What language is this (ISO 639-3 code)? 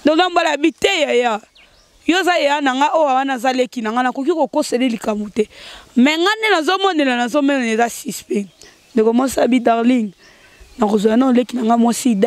lin